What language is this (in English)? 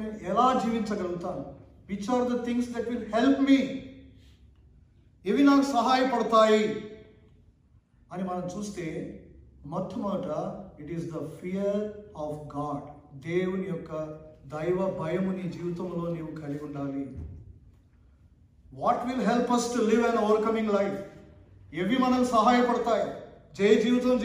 Telugu